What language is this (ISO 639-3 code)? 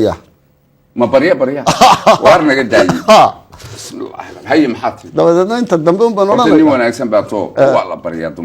som